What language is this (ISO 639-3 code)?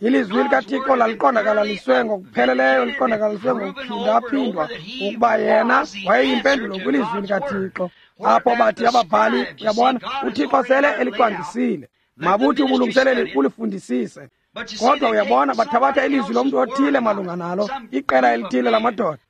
xho